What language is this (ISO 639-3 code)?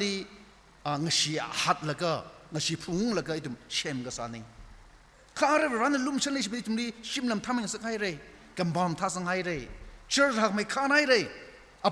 nmf